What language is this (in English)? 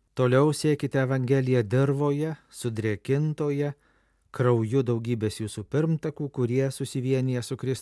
Lithuanian